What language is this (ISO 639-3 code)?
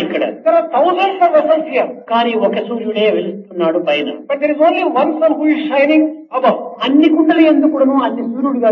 tel